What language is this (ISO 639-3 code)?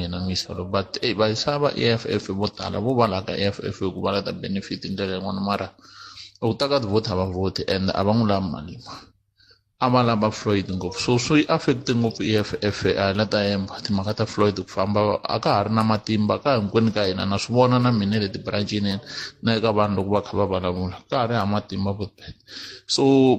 tso